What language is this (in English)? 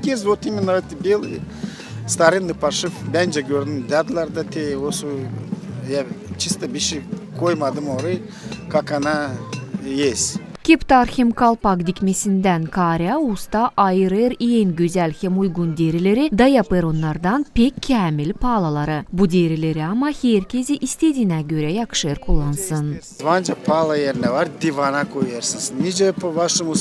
Gagauz